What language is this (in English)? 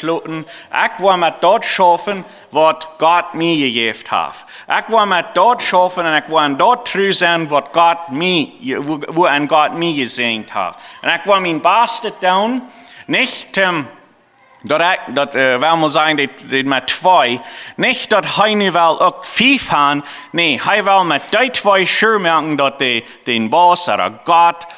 Plautdietsch